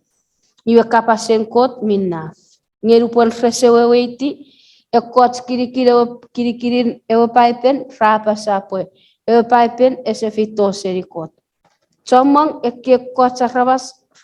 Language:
Chuukese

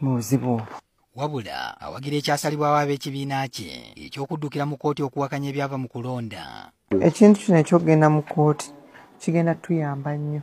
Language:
Ganda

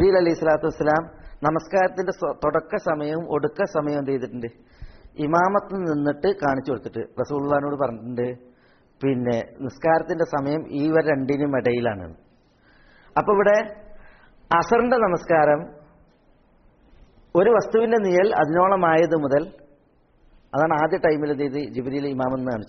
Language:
Malayalam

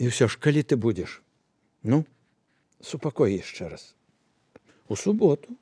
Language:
Belarusian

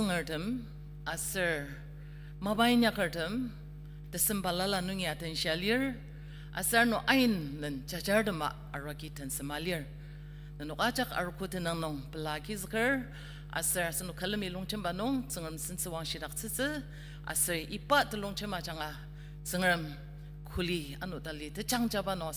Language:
Ao Naga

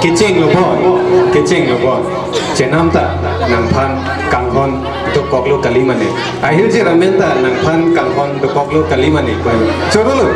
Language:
Karbi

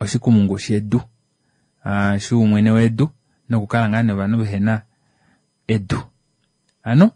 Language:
Kuanyama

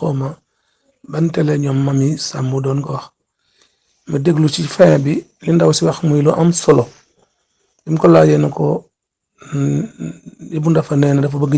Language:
Wolof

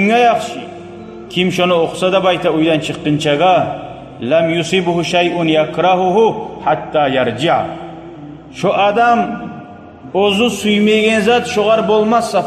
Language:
Kumyk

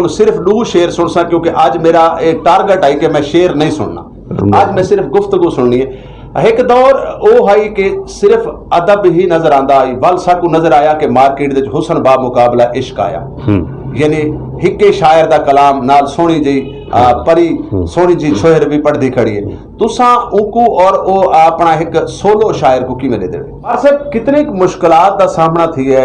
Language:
Saraiki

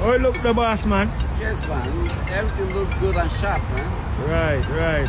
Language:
Jamaican Creole English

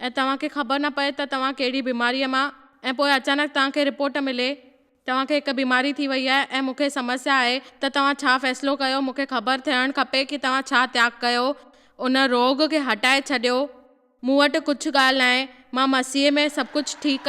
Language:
Sindhi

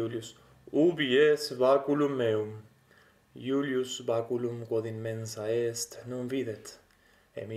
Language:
Latin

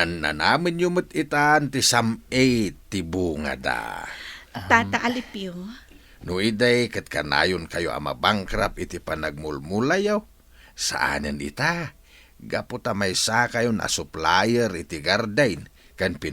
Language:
Iloko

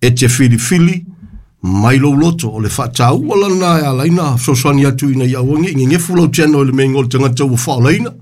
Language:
Samoan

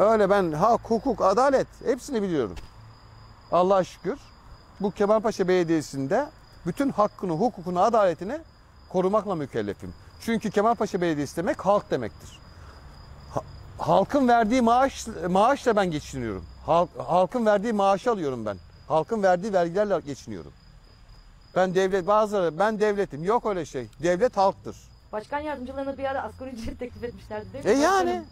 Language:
Turkish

